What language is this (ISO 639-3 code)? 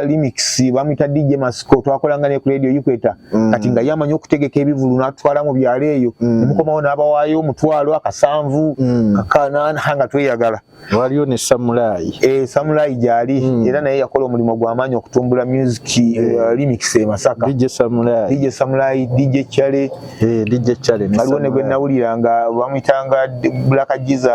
lug